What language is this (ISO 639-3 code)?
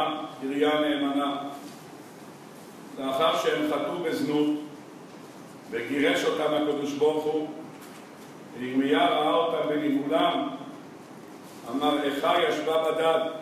heb